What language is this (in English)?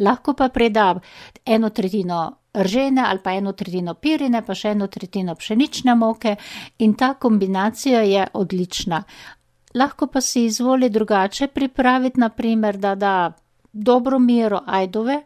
Slovenian